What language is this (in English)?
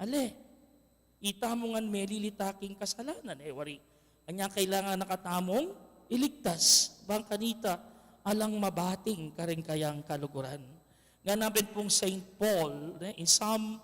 Pampanga